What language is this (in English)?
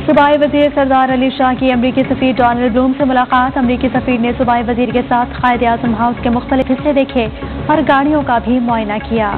Urdu